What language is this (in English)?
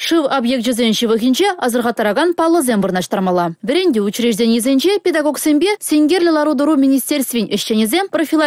Chuvash